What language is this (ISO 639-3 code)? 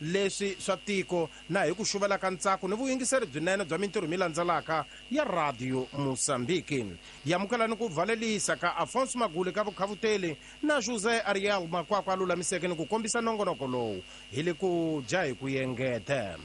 tso